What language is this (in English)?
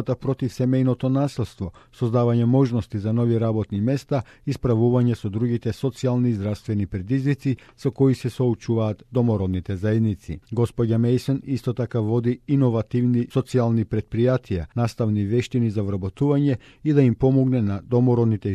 Macedonian